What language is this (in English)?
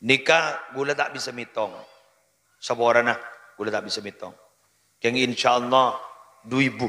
Madurese